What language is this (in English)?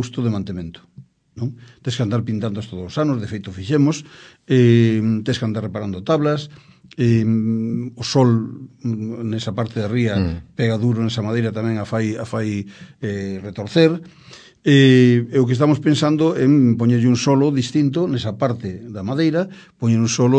Galician